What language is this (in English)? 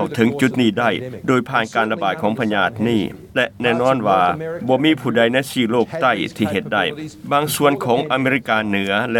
Lao